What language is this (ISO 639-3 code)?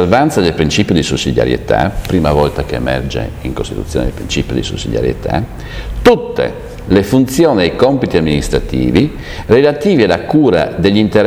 ita